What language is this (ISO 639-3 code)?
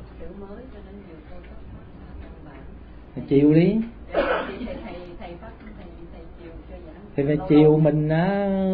vie